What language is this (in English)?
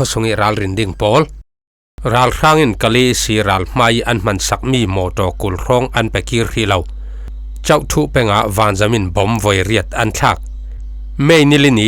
Falam Chin